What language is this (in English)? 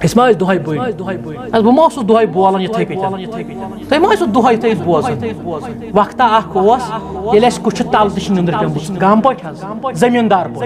Kashmiri